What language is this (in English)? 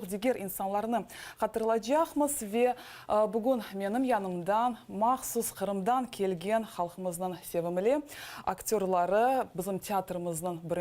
Crimean Tatar